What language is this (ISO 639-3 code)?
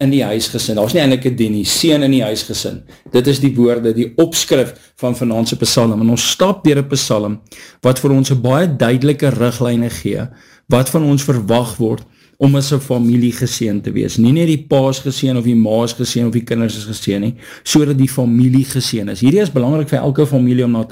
afr